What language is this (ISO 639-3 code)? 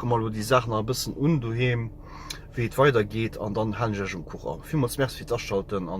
ltz